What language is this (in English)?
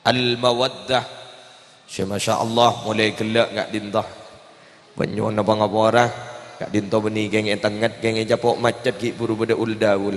Madurese